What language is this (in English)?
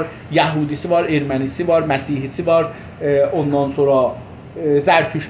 South Azerbaijani